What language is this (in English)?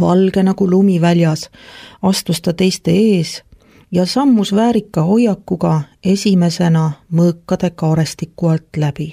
Estonian